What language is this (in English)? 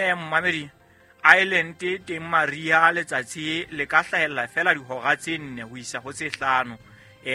Southern Sotho